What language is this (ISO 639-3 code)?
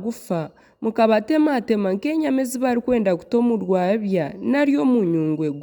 nyn